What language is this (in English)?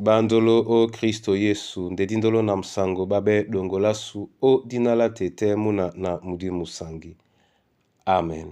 Duala